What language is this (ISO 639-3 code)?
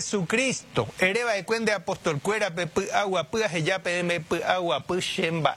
grn